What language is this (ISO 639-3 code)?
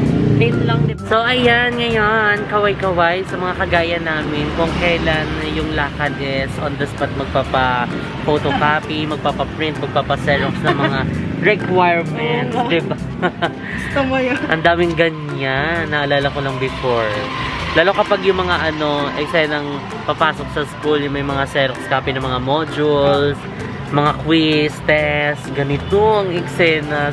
fil